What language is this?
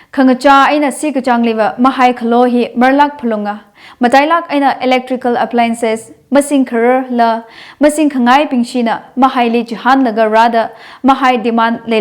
Tangkhul Naga (India)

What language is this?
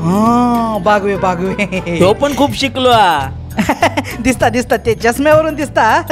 Konkani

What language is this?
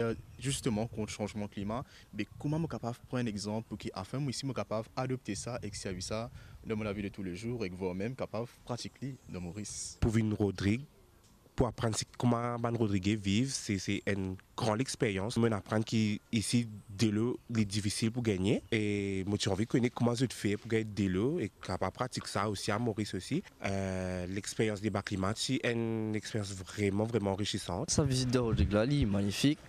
Morisyen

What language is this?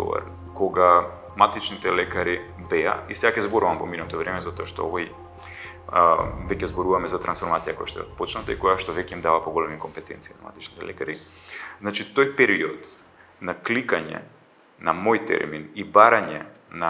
Macedonian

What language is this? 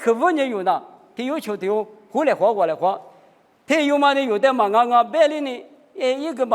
Lisu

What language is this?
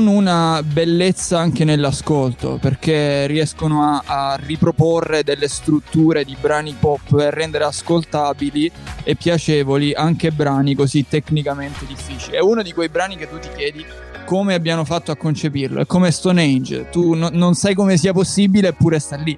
Italian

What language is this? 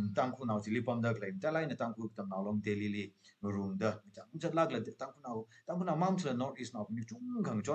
Tangkhul Naga (India)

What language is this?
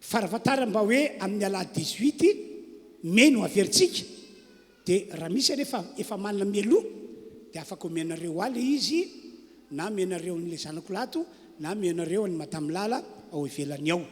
Malagasy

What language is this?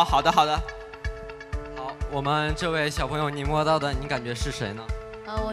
Chinese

